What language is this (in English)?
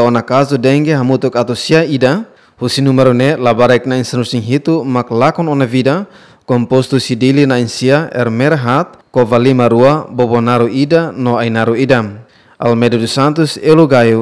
Tetum